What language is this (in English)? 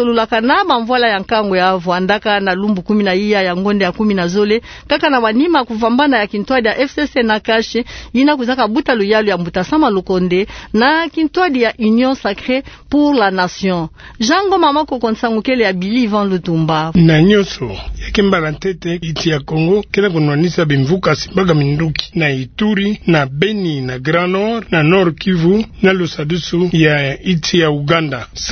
Kituba (Democratic Republic of Congo)